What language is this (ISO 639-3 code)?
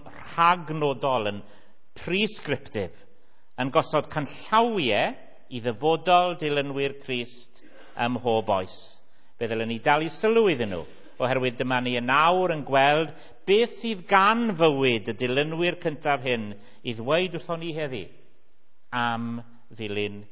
cym